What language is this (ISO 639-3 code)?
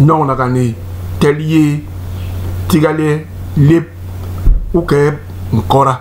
bas